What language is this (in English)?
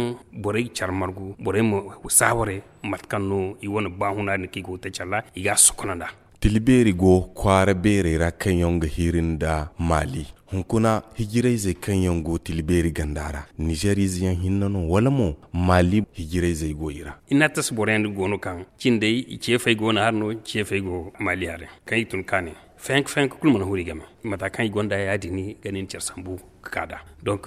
Zarma